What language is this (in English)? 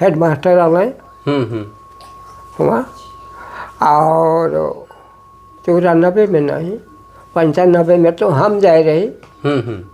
Sadri